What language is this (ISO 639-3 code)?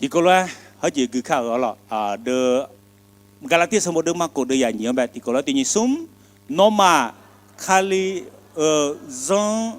ahk